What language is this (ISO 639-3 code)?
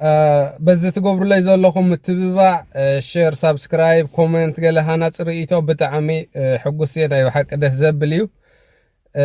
tir